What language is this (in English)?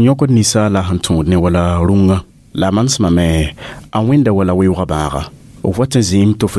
Mossi